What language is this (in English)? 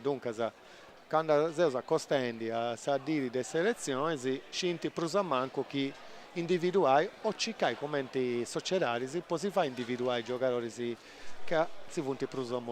Sardinian